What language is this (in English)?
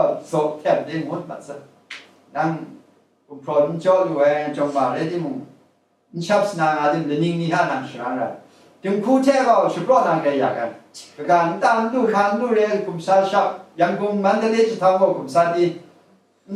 Kachin